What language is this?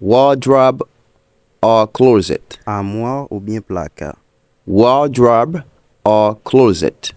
Haitian Creole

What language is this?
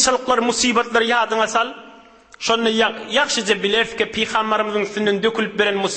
Turkmen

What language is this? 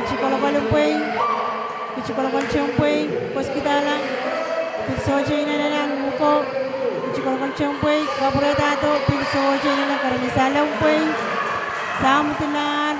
Pohnpeian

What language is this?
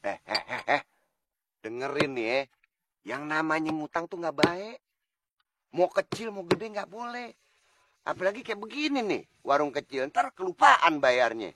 Betawi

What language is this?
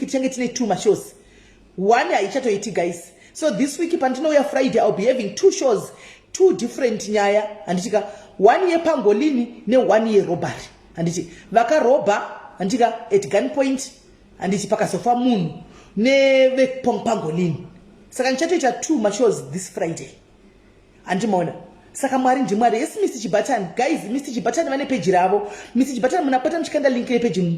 Shona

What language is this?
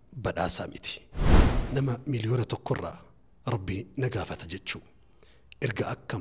Oromo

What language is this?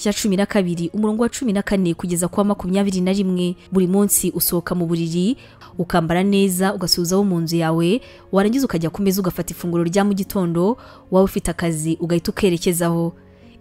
Kinyarwanda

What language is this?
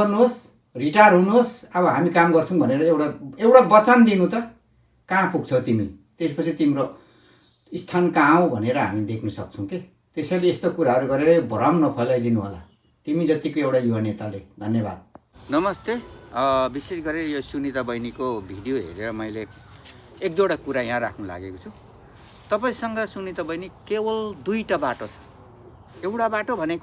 Nepali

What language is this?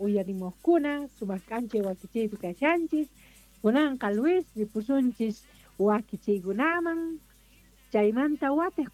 Quechua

